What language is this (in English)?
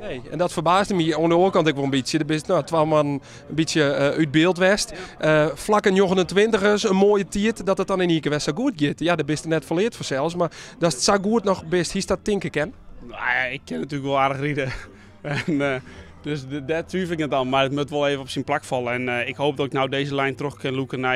Western Frisian